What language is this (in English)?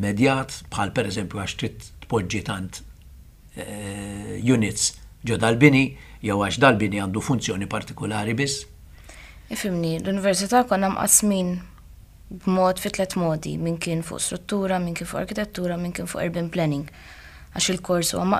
Maltese